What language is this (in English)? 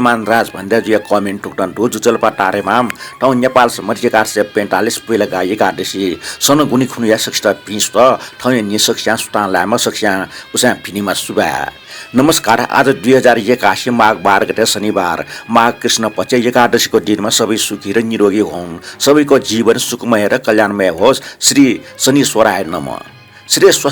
Newari